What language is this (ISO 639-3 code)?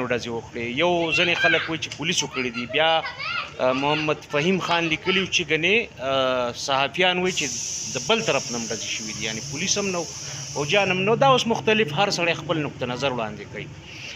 pus